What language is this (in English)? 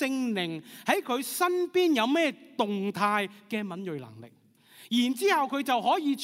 Cantonese